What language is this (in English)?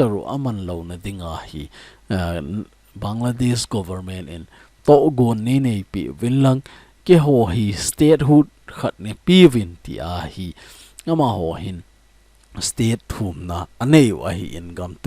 Thado Chin